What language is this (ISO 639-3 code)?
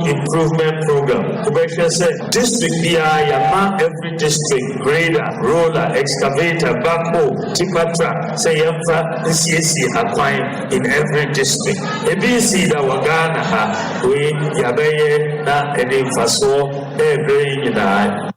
aka